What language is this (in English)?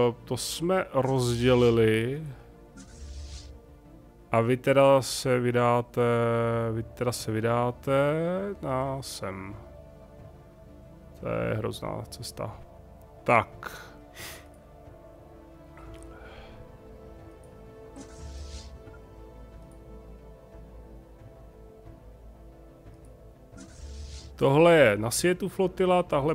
Czech